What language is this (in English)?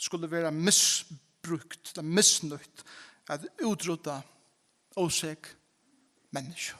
Faroese